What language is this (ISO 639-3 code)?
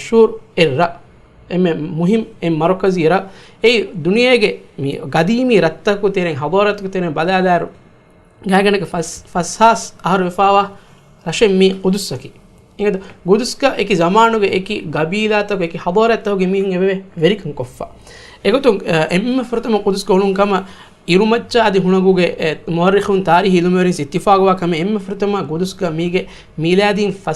div